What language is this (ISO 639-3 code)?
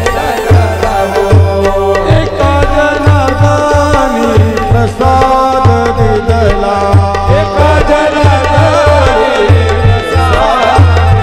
mar